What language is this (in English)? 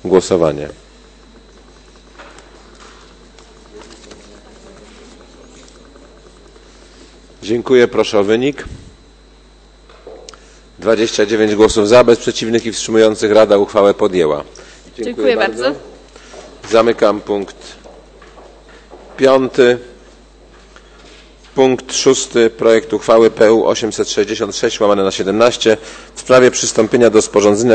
Polish